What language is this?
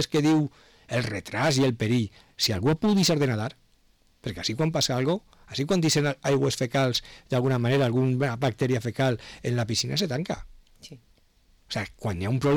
Catalan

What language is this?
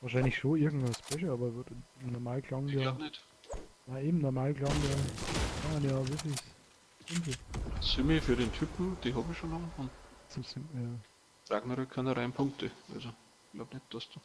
Bavarian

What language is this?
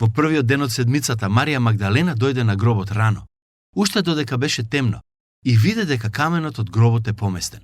Macedonian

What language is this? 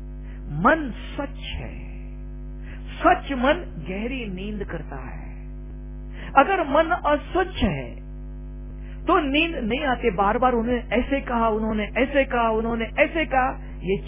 Hindi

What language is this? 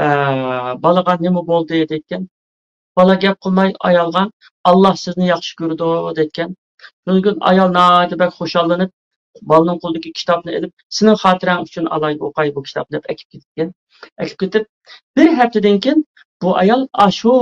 Uyghur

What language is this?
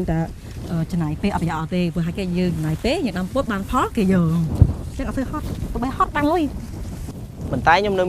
Khmer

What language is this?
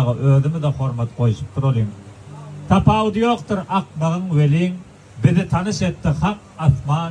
Turkmen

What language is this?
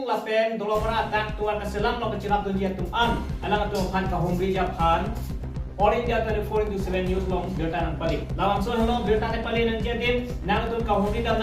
Karbi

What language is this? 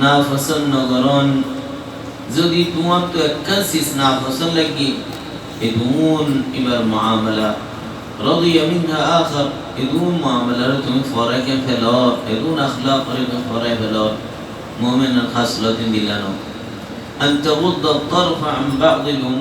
Rohingya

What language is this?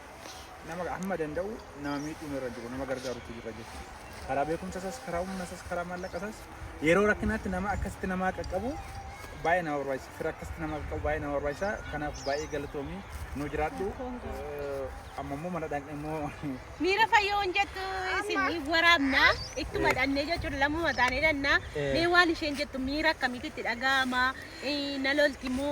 Oromo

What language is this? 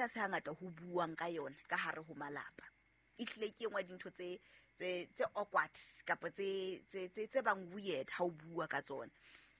Southern Sotho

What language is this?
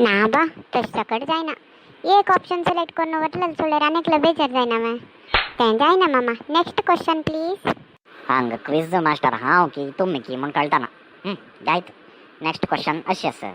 Konkani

